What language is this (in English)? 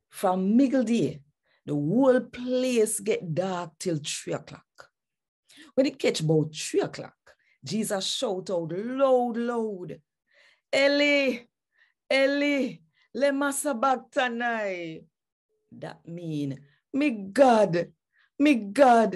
Jamaican Creole English